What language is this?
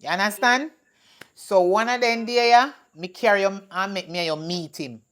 Jamaican Creole English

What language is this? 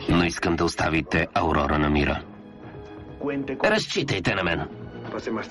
Bulgarian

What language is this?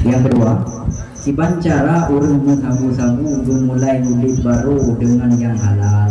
Achinese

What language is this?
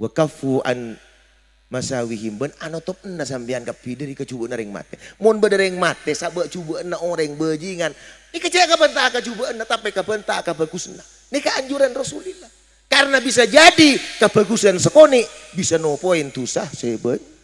Madurese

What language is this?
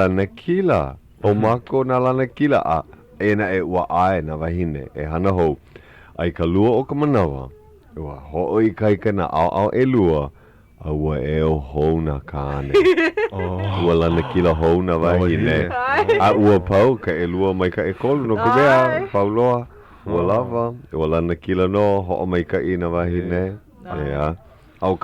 Hawaiian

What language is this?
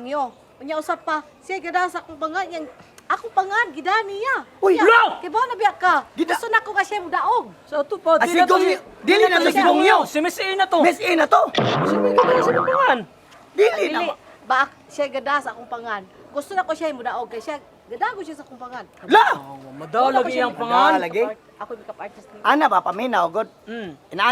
Cebuano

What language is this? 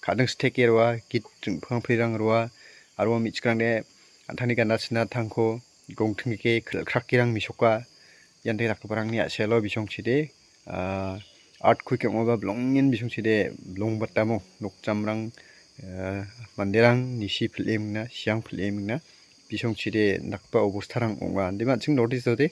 Garo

